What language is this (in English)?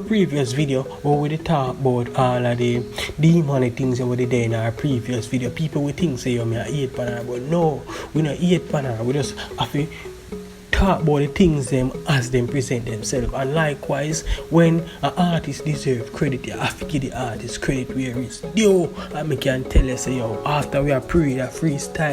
Jamaican Creole English